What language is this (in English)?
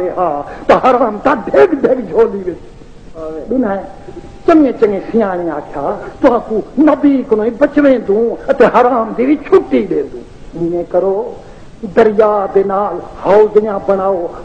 Saraiki